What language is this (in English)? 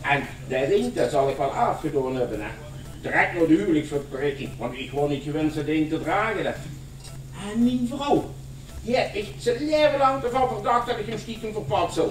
Limburgish